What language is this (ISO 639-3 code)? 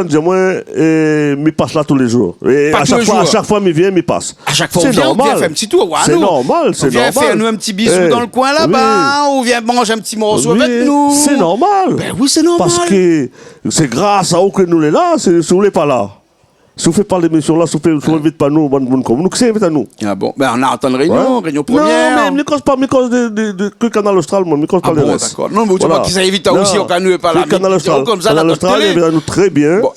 rcf